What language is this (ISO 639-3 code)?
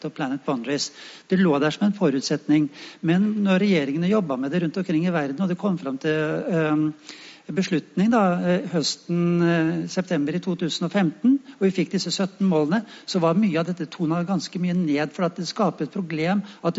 nor